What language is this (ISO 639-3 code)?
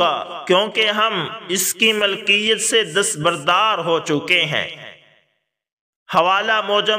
urd